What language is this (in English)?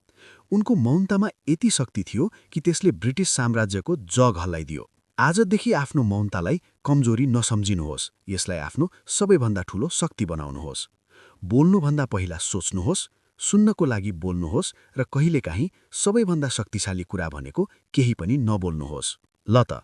Nepali